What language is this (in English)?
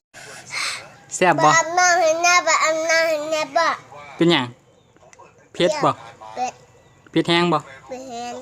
Northeastern Thai